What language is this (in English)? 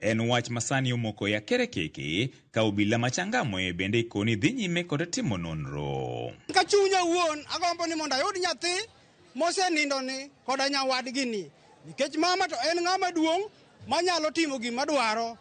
Luo (Kenya and Tanzania)